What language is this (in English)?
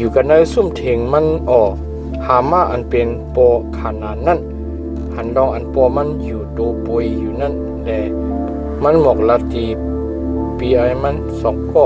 Shan